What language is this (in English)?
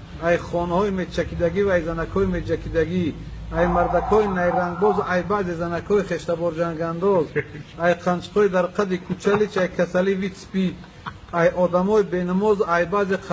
Tajik